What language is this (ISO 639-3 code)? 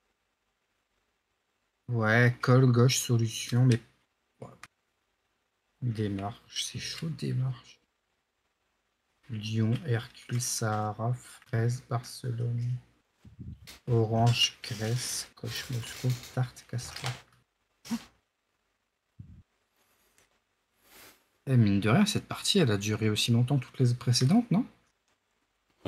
fra